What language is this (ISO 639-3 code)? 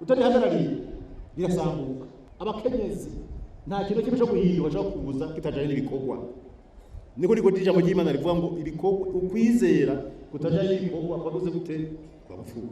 run